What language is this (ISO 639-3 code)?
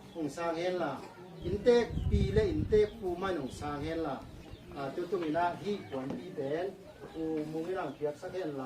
ctd